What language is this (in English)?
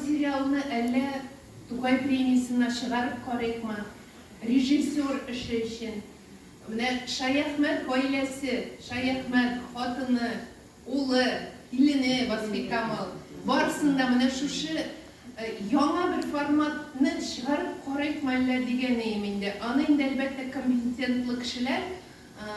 Tatar